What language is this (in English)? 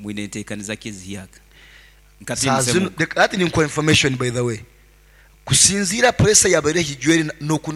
Nyoro